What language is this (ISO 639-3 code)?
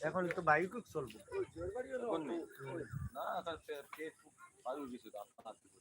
syl